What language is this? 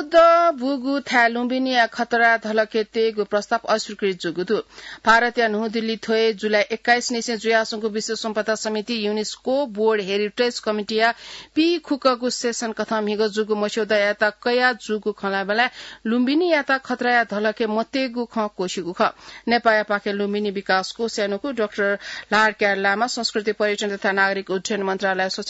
Newari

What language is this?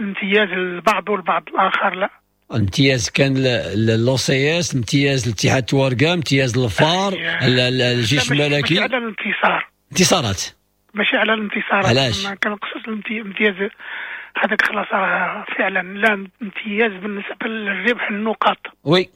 Moroccan Arabic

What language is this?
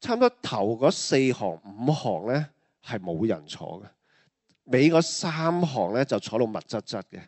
Cantonese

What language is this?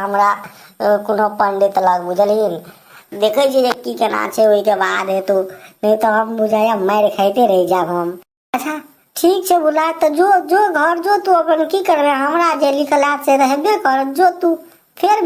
Maithili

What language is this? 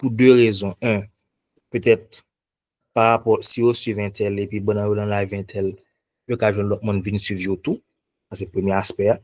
Haitian Creole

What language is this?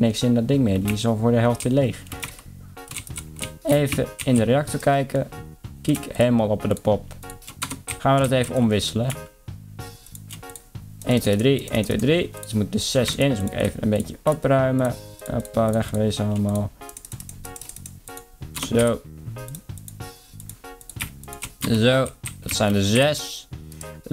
Dutch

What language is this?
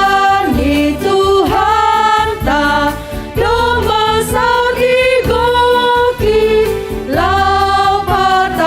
Batak Simalungun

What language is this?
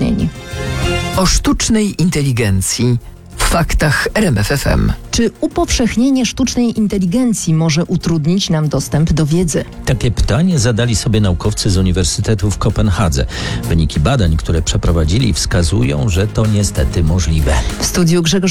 Polish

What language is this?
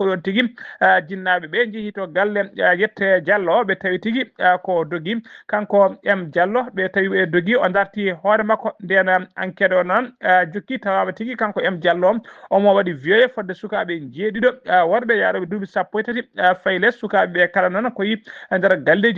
Fula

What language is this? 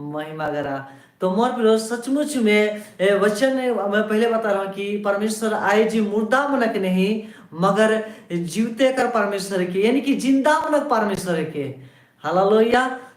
Sadri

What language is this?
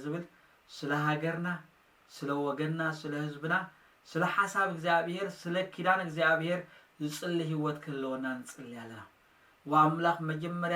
Tigrinya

